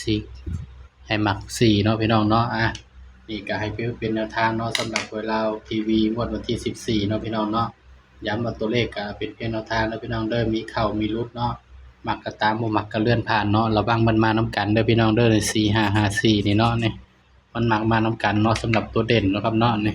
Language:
Northeastern Thai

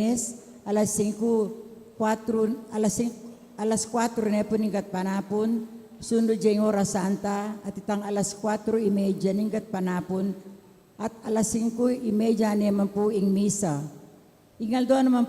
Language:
Pampanga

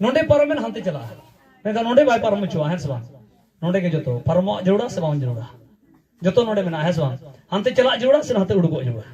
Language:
Santali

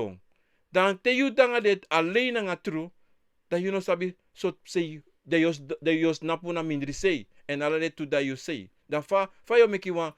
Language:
Sranan Tongo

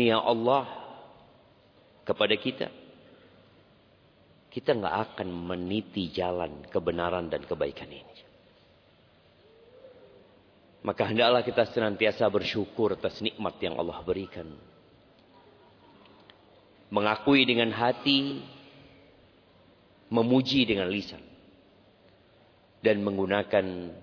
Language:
Indonesian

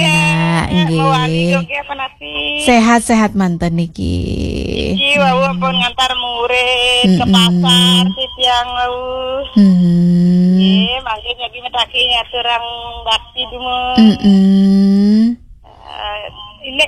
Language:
Balinese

